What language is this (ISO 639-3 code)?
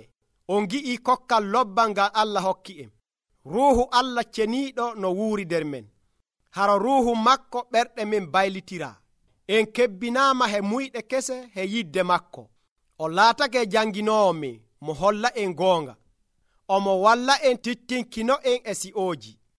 fuv